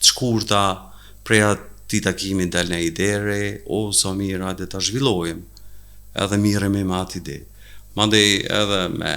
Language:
Albanian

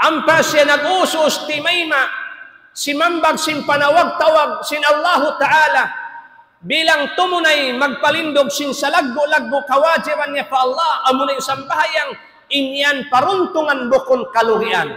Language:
Tausug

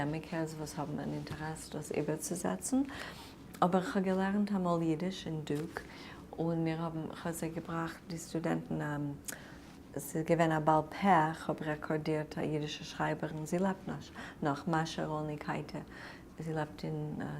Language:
Yiddish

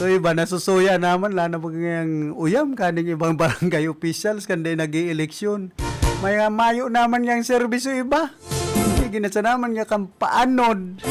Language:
Bikol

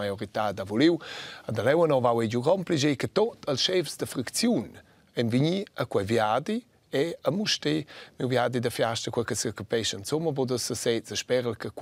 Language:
Romansh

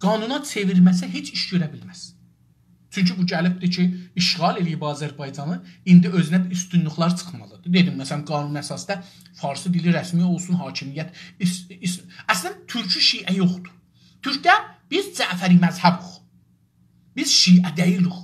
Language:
South Azerbaijani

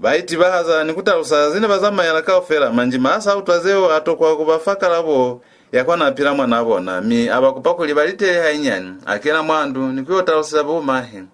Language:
Lozi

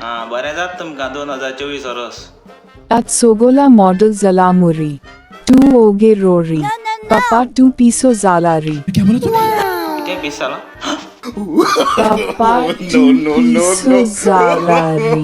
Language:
Konkani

